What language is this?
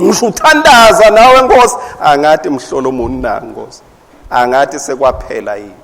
Swati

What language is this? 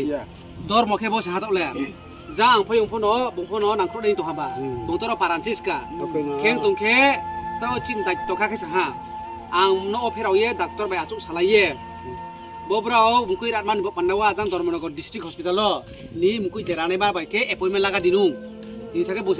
Riang (India)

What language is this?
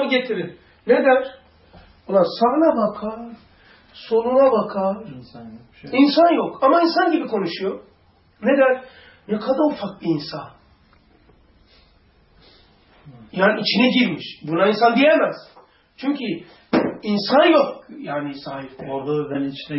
Turkish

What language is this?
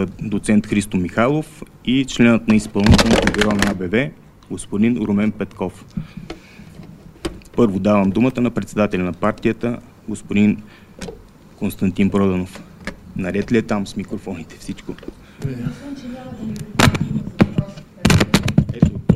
Bulgarian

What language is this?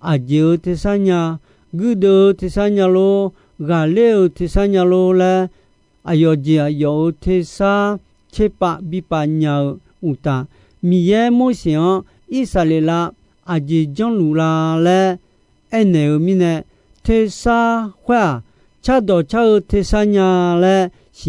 Akha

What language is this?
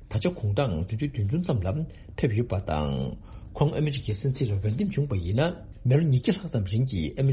Tibetan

